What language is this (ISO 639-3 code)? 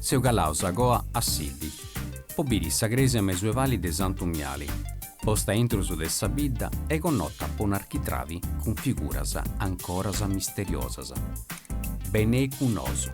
srd